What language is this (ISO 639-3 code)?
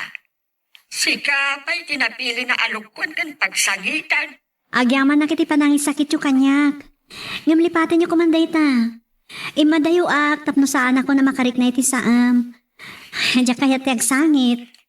ilo